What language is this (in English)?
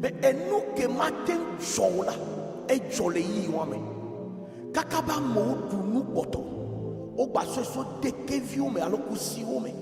Ewe